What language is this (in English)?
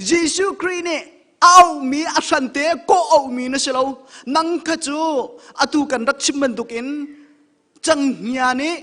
Hakha Chin